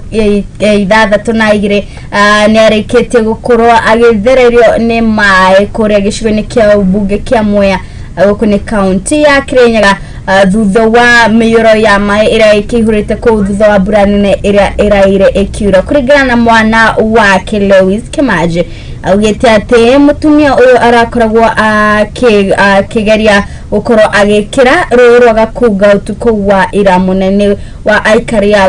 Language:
Kikuyu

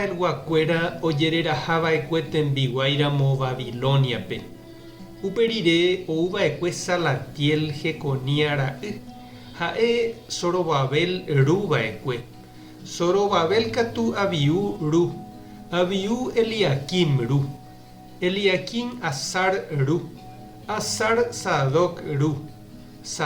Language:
Guarani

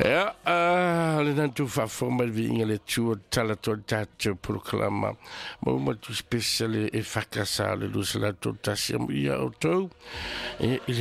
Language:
Samoan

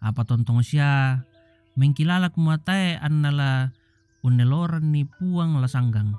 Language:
Toraja-Sa'dan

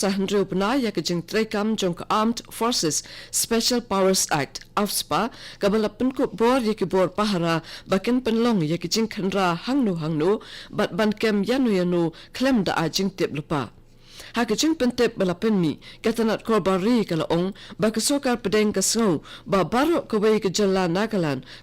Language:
Khasi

